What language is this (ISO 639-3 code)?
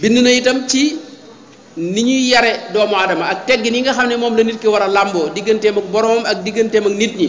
wol